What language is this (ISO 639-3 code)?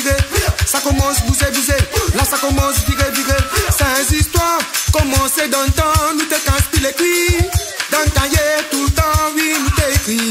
rcf